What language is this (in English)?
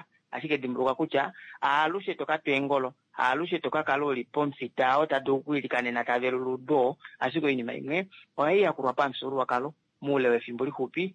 Kuanyama